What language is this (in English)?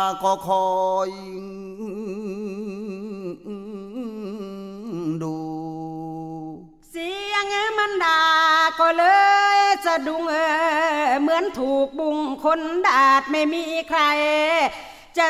Thai